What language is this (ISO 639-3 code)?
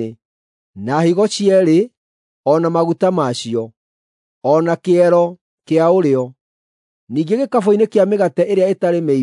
kik